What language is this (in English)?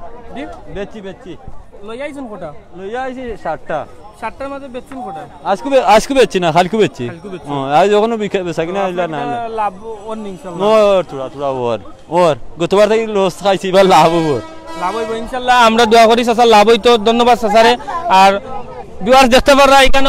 Sylheti